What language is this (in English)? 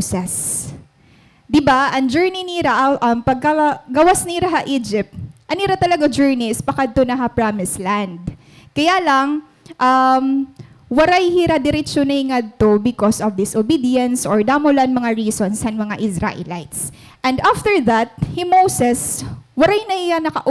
Waray